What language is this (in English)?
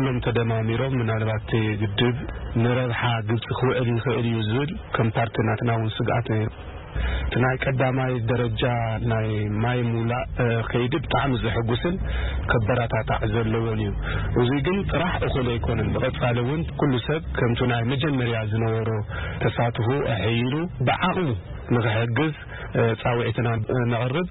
Tigrinya